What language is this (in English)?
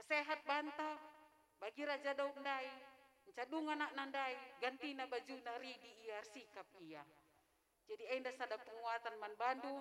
Batak Karo